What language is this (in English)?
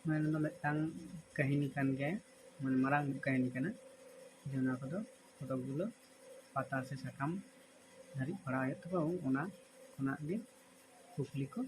Santali